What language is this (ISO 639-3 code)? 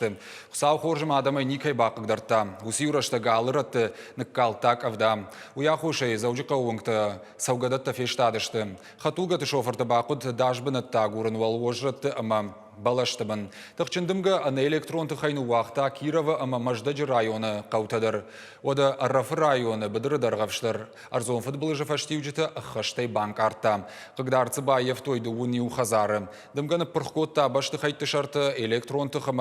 oss